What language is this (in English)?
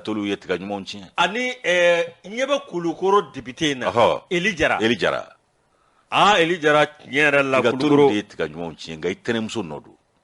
Bambara